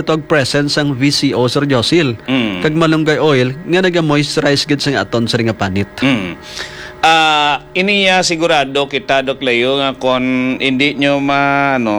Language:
Hiligaynon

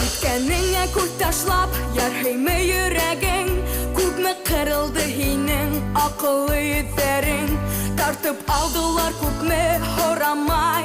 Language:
Bashkir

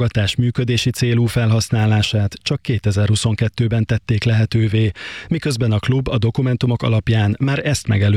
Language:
Hungarian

